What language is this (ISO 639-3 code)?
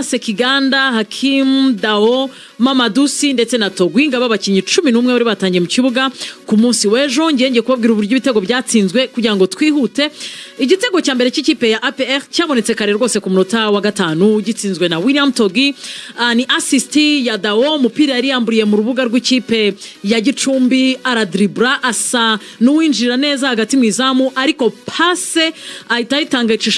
kin